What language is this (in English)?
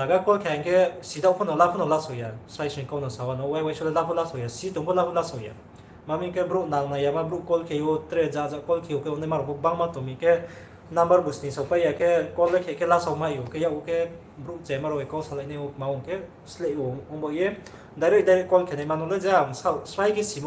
Riang (India)